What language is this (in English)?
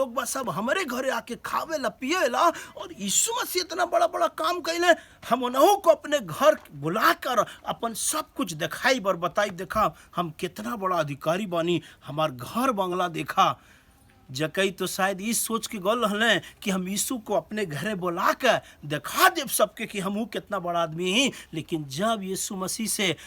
Bhojpuri